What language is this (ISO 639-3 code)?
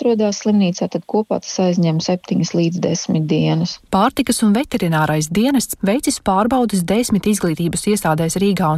lav